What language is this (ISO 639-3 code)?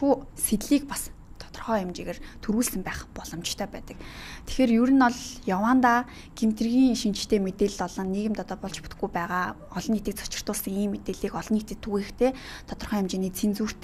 mon